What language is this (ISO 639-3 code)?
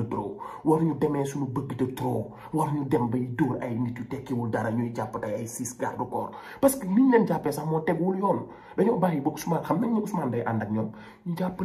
wol